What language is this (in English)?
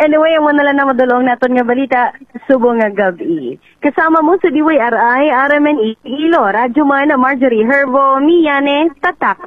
Hiligaynon